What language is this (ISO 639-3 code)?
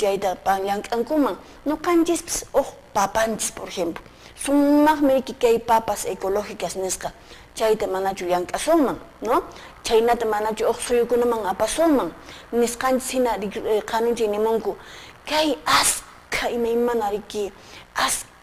que